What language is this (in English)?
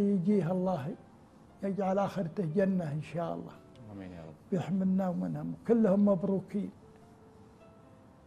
Gulf Arabic